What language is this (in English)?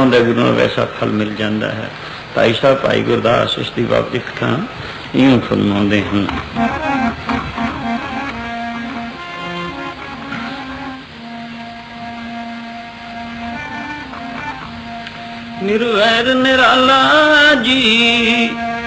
Punjabi